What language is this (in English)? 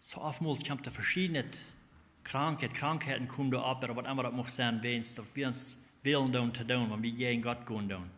Plautdietsch